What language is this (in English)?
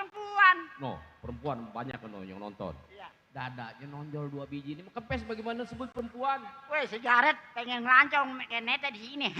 Betawi